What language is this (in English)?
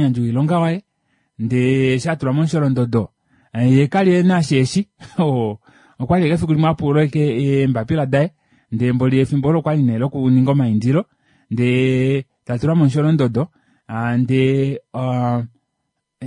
Kuanyama